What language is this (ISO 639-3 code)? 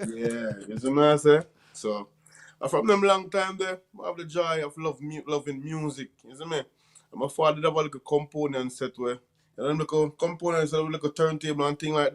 jam